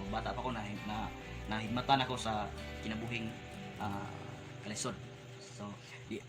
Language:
Cebuano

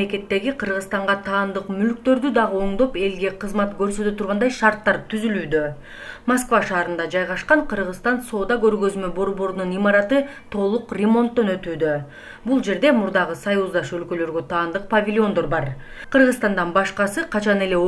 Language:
Kyrgyz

